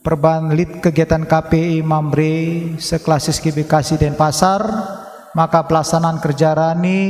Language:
Batak Karo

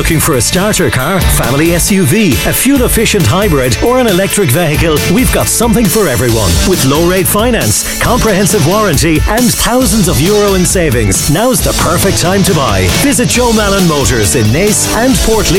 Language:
English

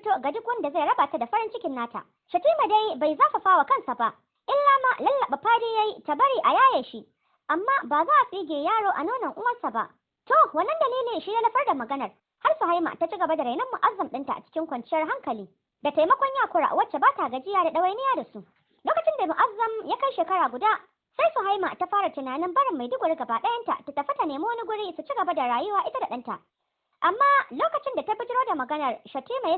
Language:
Hausa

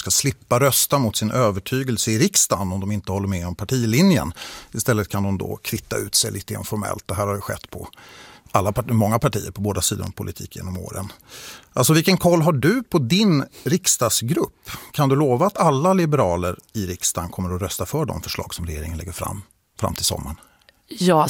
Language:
Swedish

